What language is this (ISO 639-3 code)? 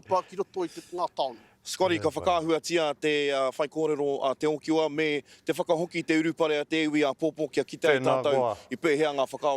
mri